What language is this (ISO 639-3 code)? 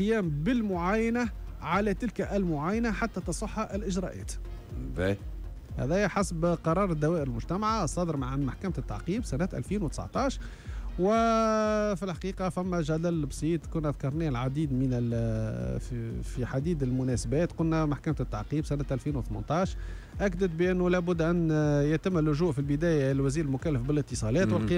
aeb